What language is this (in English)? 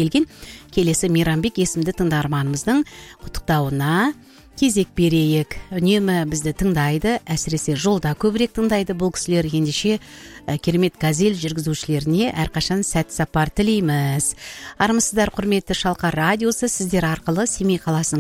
Kazakh